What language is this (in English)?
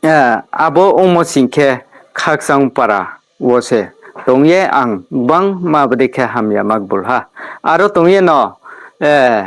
Riang (India)